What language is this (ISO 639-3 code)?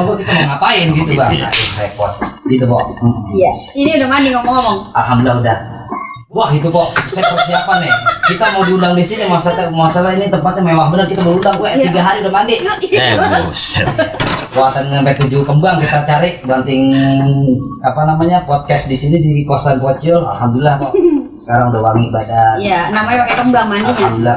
bew